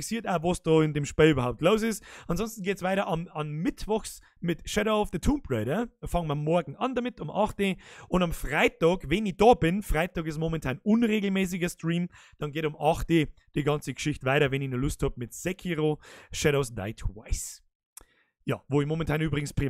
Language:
Bavarian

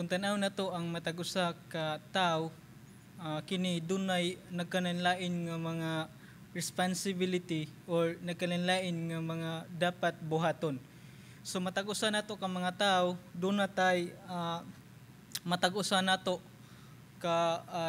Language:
Cebuano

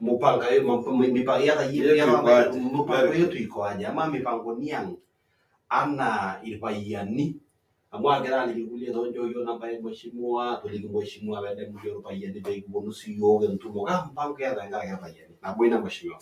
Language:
Masai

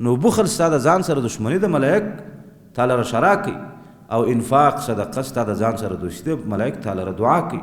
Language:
Pashto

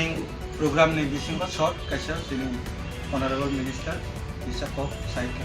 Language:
Riang (India)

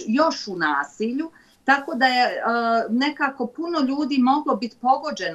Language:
Bosnian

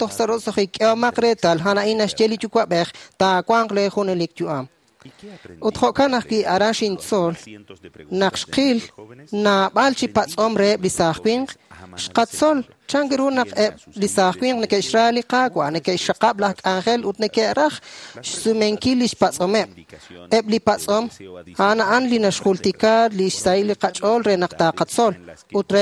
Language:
Kekchí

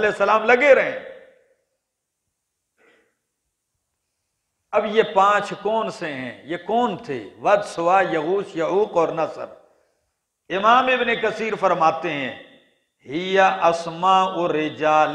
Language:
Hindi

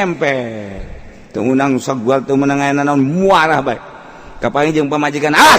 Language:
Sundanese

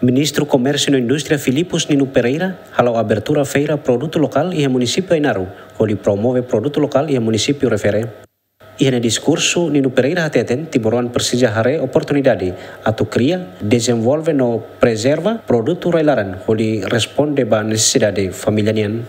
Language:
Tetum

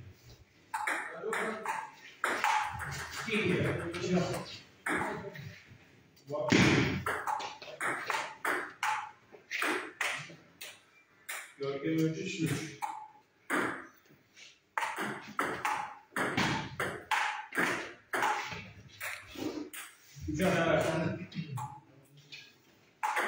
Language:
Turkish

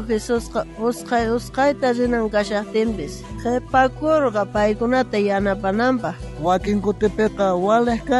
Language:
South Bolivian Quechua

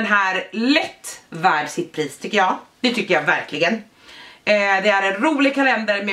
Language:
Swedish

